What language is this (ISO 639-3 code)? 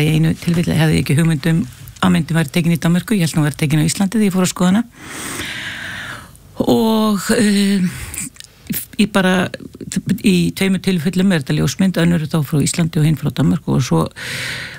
isl